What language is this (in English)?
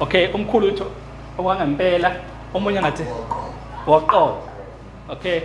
Zulu